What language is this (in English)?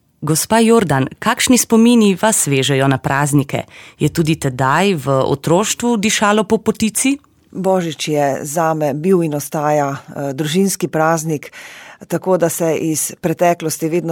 Slovenian